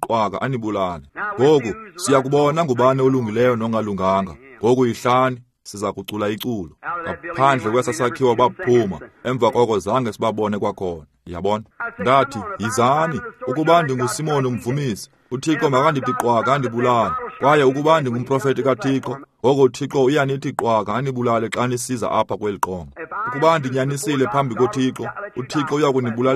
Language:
Xhosa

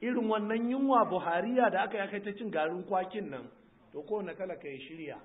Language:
Hausa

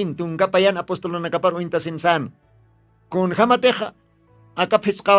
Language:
Aymara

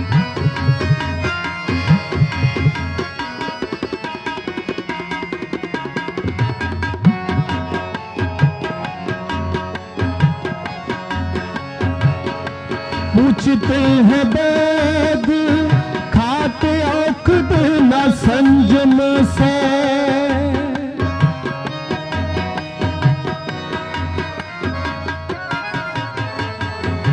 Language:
Hindi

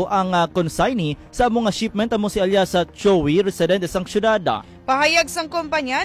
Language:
Hiligaynon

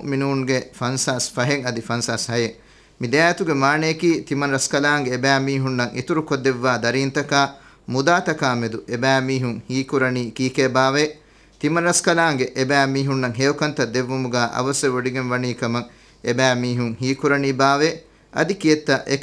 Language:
Divehi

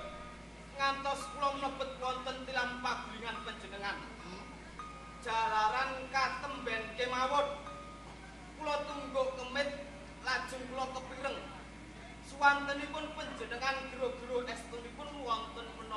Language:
Javanese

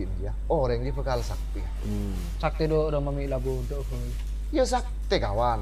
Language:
Madurese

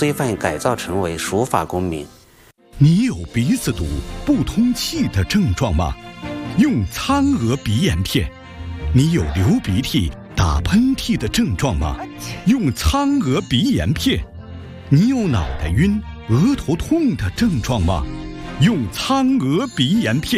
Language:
Chinese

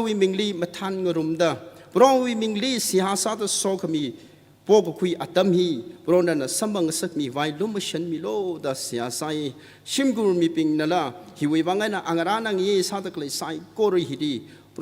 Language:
Tangkhul Naga (India)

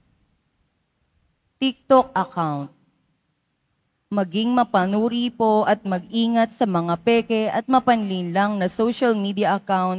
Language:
Filipino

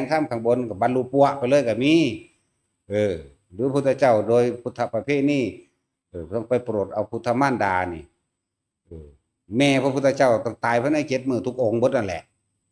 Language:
Northeastern Thai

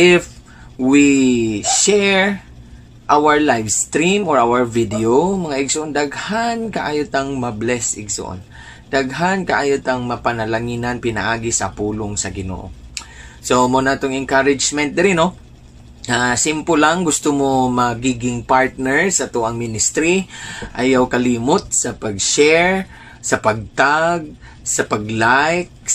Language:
Cebuano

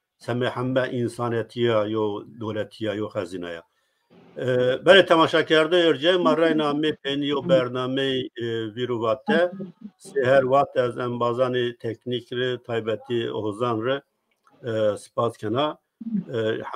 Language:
Zaza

